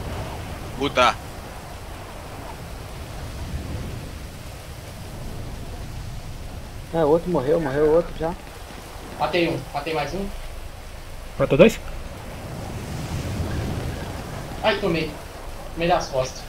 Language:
Portuguese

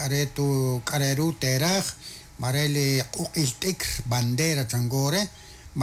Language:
Kekchí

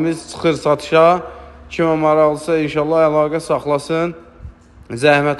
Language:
Azerbaijani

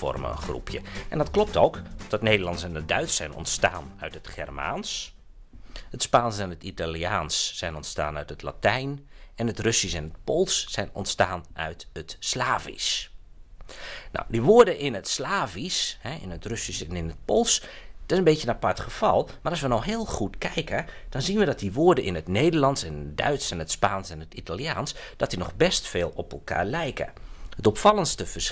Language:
Dutch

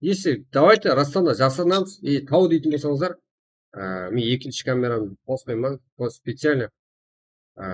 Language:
Kara-Kalpak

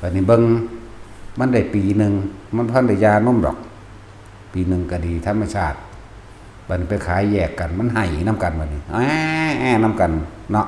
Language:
Northeastern Thai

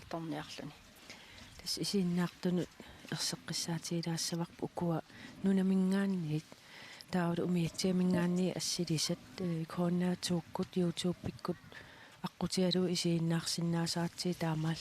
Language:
Kalaallisut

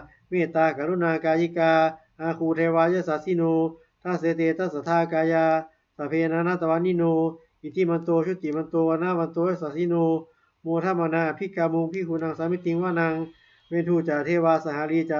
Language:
Pali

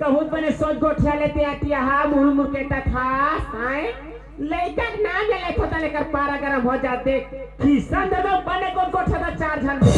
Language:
Chhattisgarhi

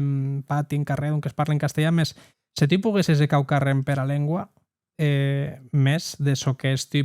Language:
Occitan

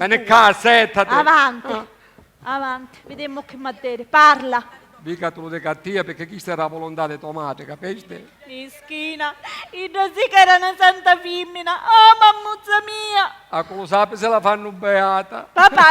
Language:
Sicilian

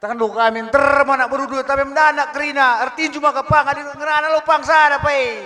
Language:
Batak Karo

